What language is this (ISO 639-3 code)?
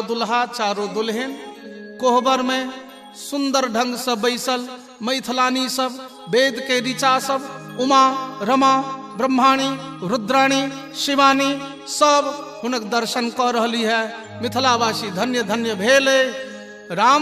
mai